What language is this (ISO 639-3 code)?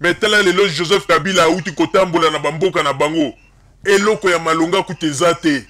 lin